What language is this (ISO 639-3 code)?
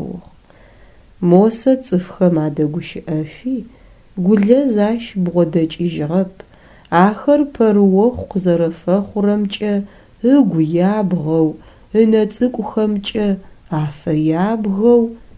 ady